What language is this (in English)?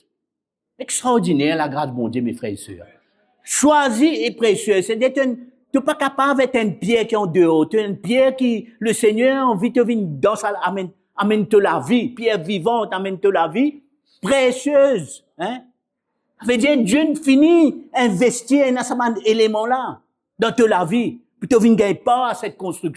Morisyen